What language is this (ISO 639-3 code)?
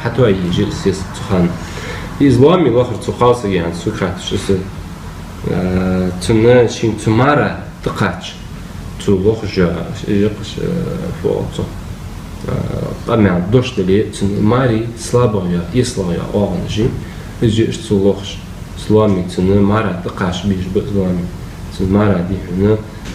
inh